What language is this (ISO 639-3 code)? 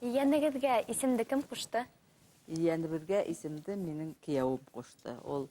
bak